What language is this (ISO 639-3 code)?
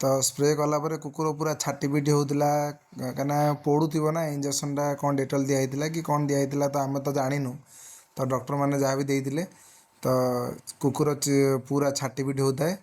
ori